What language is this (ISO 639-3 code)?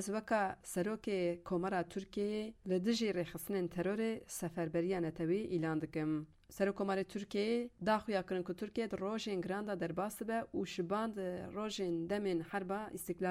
kur